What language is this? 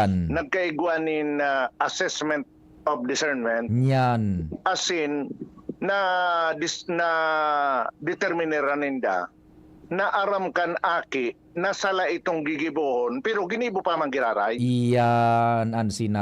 Bikol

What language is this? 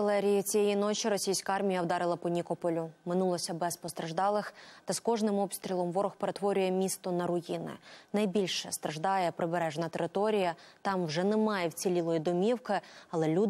Ukrainian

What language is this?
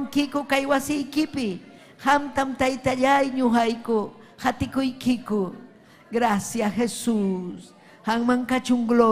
Ayacucho Quechua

